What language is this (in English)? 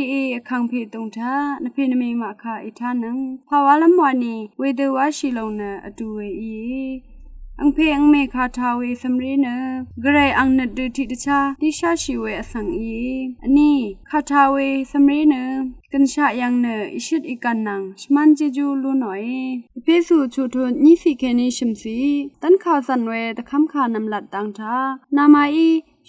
Rawang